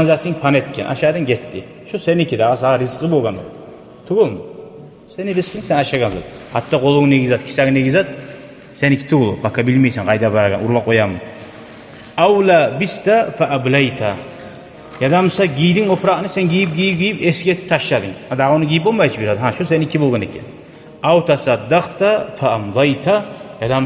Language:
Kumyk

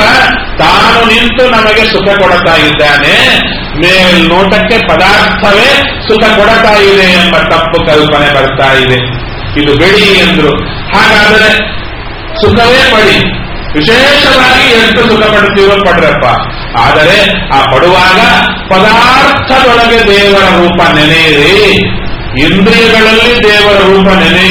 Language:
Kannada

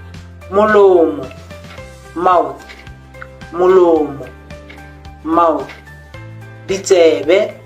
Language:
Tswana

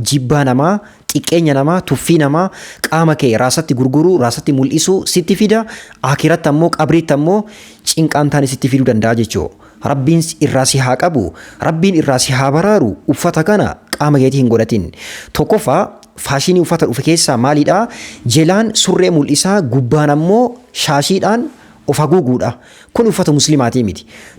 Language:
Oromo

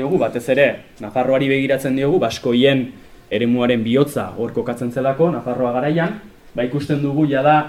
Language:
Basque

